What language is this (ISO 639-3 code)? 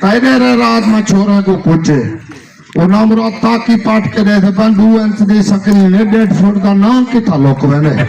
skr